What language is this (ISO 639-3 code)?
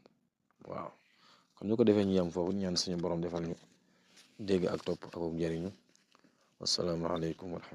wol